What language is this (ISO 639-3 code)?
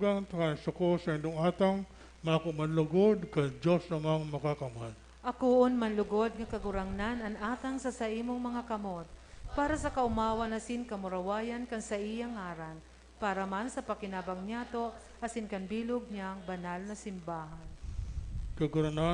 bik